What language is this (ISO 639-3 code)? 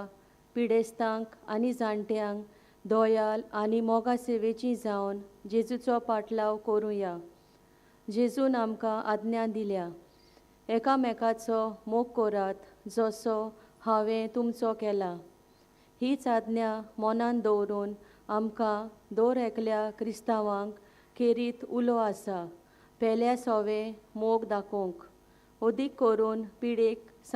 kok